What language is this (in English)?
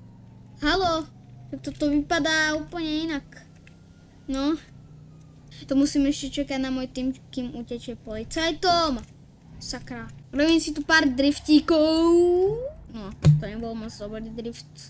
Slovak